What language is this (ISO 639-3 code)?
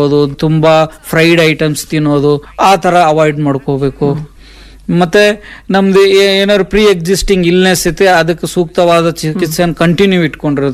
kan